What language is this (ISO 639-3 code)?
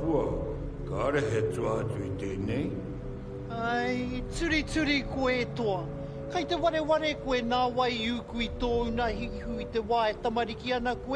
mri